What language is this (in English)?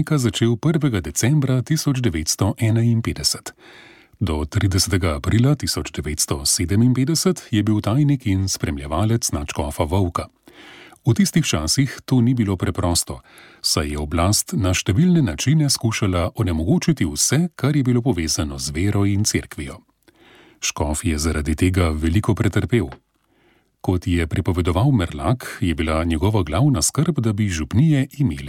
Slovenian